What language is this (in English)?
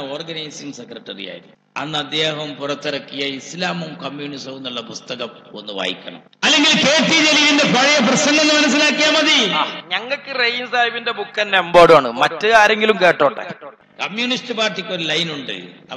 Malayalam